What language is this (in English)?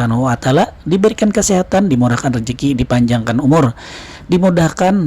Banjar